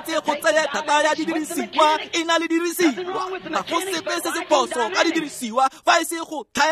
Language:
Tswana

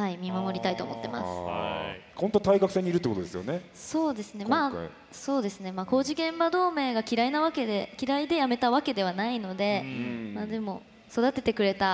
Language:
Japanese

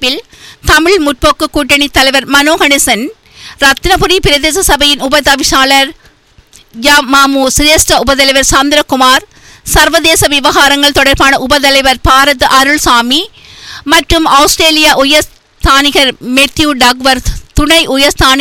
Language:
Tamil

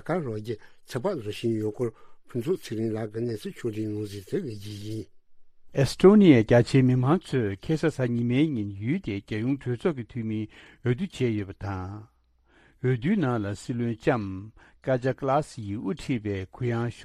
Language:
Tibetan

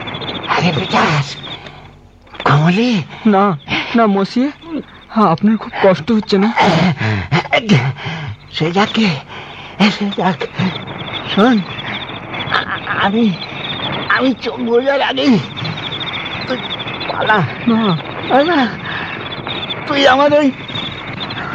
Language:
Bangla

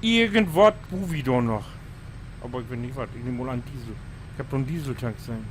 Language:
Low German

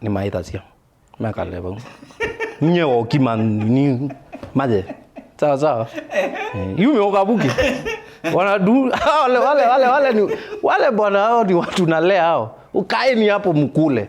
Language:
Kamba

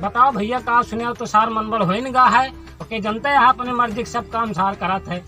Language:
Awadhi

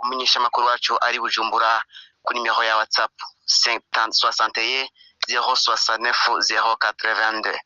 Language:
Rundi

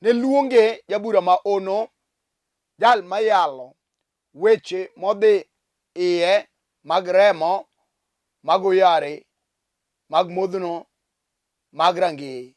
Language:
Luo (Kenya and Tanzania)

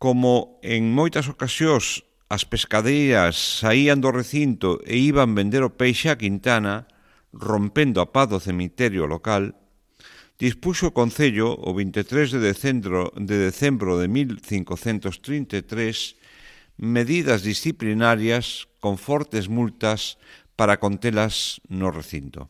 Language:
Galician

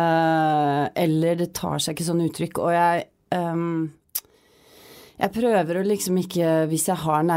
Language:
Norwegian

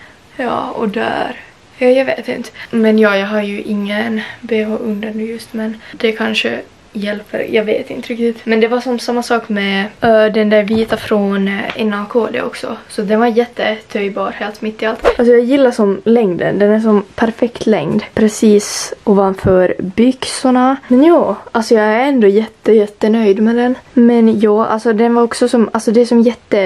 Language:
Swedish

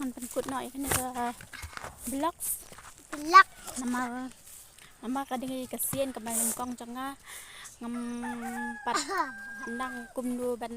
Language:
Khasi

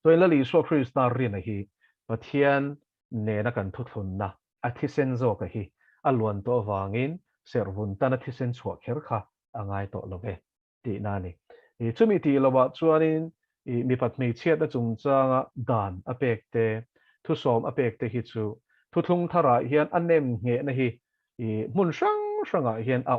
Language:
Mizo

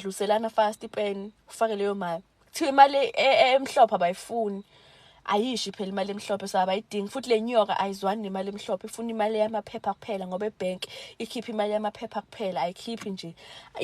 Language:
Zulu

